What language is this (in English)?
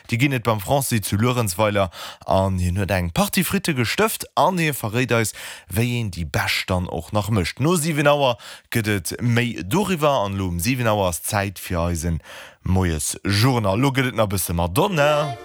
Luxembourgish